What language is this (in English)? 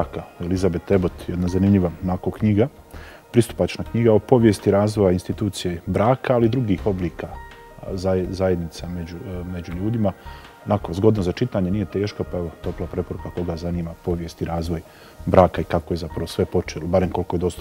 Bosnian